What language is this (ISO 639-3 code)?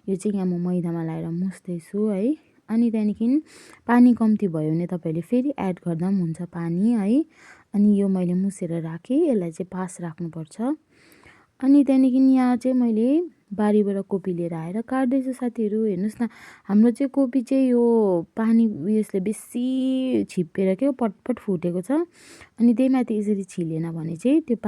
nep